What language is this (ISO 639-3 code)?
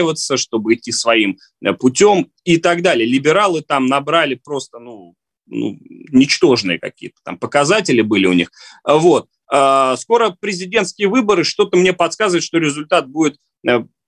rus